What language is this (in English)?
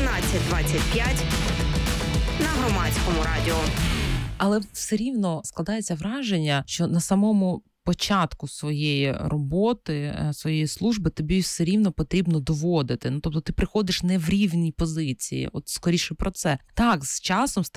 Ukrainian